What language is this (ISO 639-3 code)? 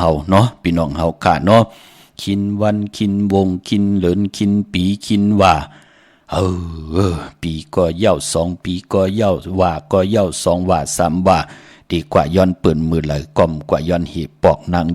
shn